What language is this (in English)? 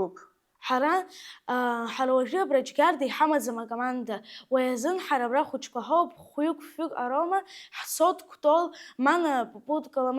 Abkhazian